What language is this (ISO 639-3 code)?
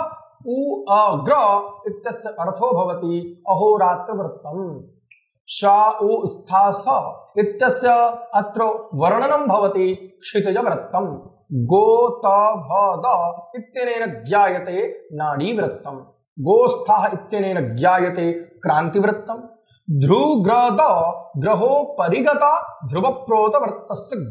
san